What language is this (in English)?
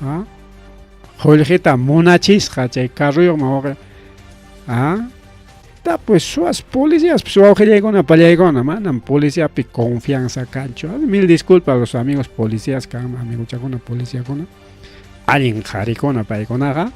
Ayacucho Quechua